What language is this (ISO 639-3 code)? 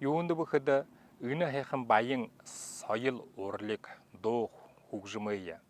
bua